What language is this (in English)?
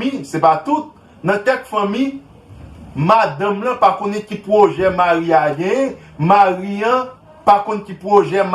Haitian Creole